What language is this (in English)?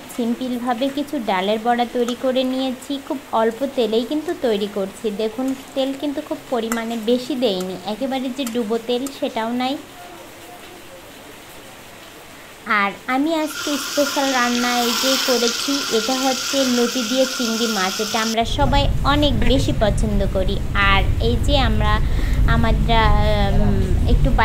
Bangla